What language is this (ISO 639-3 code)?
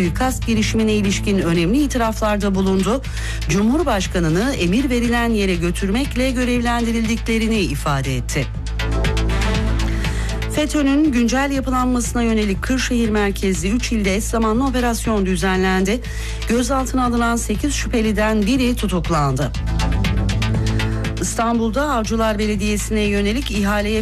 tur